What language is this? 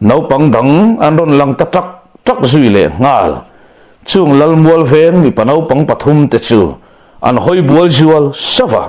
Mizo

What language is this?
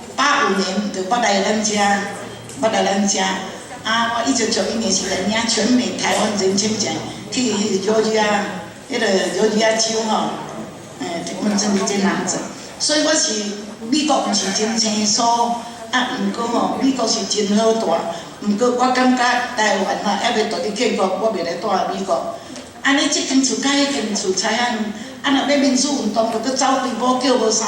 Min Nan Chinese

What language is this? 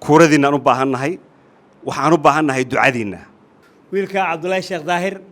Somali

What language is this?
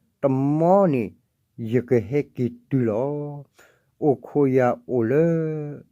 S'gaw Karen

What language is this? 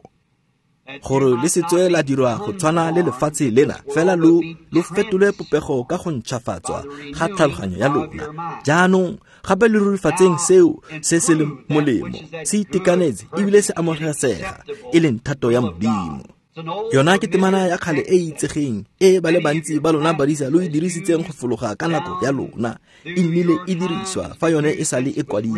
Tswana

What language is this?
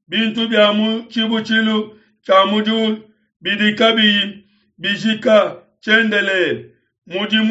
Luba-Lulua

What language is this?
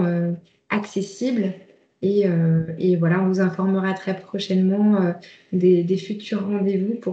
French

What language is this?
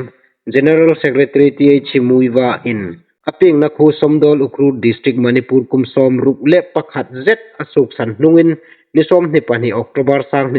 Hmar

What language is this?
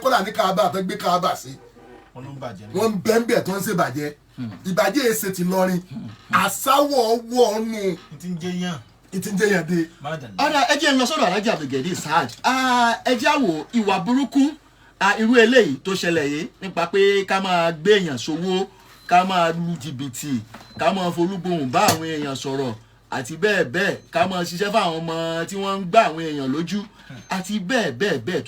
Yoruba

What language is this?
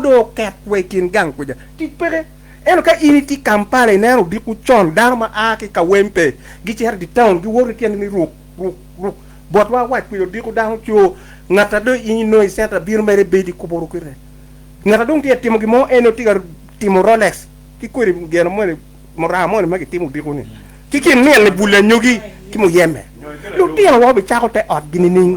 Acoli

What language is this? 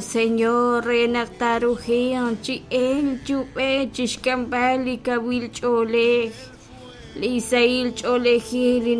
Kekchí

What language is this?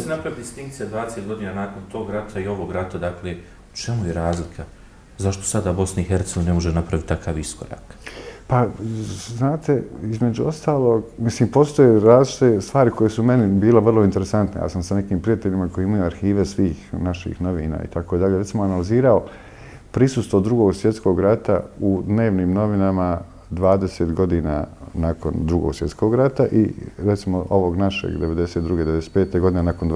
Bosnian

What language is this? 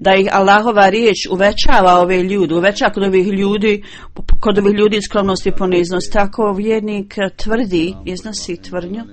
Bosnian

